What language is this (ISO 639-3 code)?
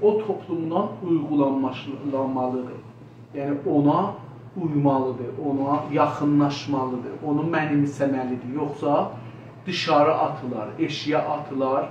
azb